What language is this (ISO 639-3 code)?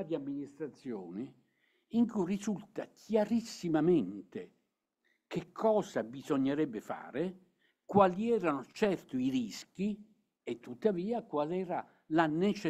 ita